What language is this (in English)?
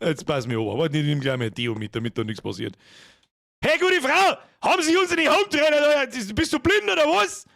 Bavarian